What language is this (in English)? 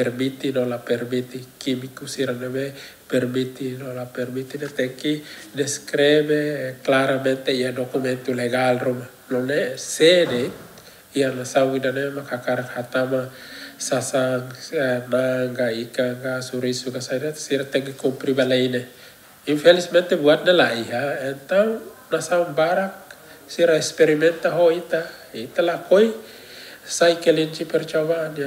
Tetum